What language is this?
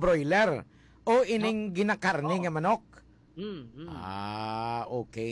Hiligaynon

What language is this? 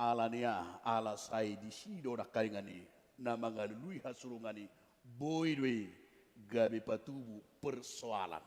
Batak Toba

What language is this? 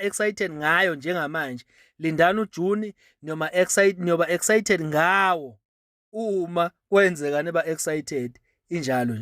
Zulu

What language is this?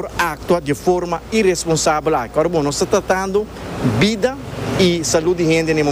Papiamento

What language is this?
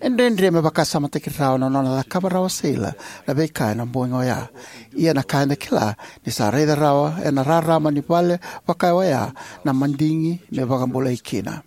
Fijian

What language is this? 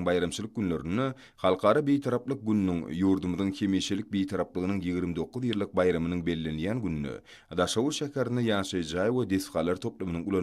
Turkmen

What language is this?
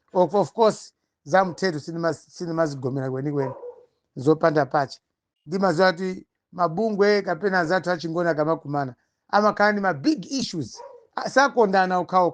Nyanja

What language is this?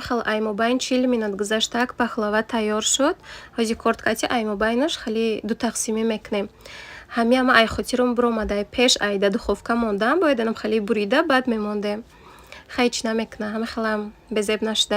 Tajik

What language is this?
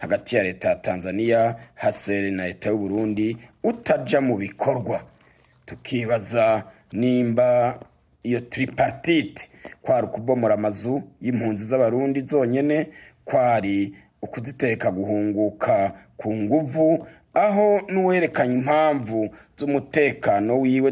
Rundi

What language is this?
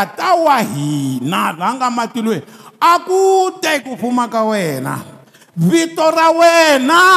Tsonga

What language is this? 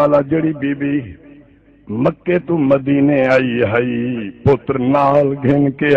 Saraiki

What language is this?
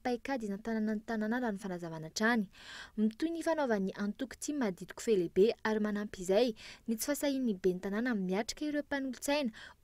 Malagasy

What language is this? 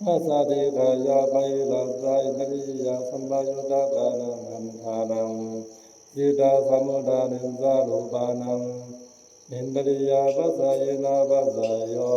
Pali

